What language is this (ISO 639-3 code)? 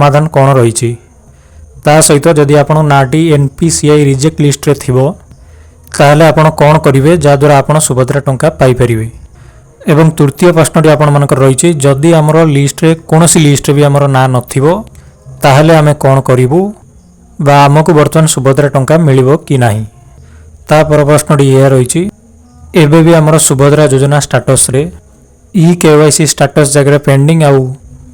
ori